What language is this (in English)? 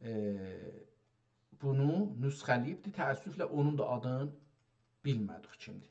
South Azerbaijani